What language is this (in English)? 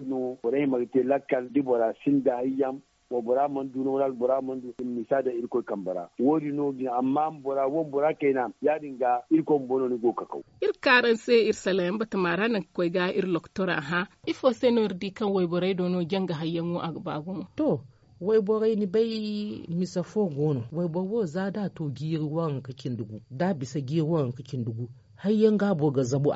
Zarma